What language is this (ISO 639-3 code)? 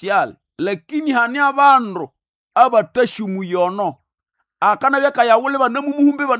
nnb